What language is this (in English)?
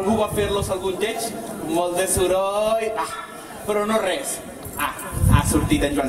Catalan